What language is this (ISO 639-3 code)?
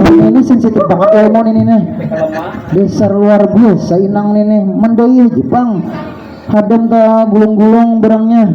bjn